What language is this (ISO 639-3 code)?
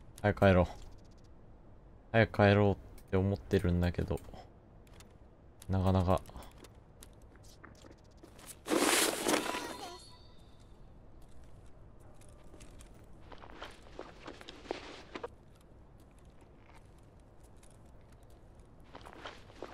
jpn